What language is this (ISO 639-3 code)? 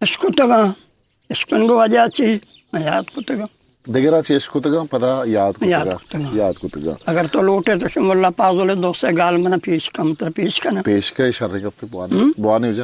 bgp